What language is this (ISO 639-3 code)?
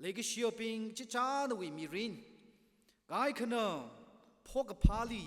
nmf